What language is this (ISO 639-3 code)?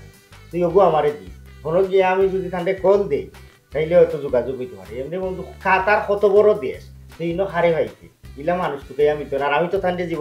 syl